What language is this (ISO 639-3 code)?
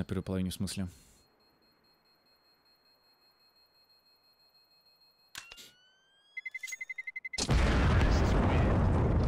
rus